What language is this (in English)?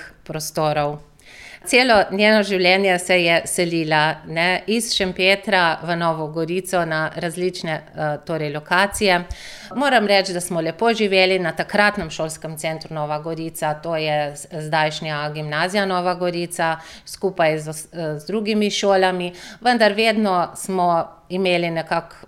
Slovenian